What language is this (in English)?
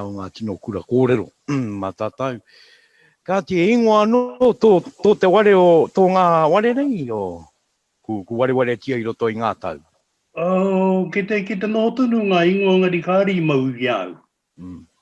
Māori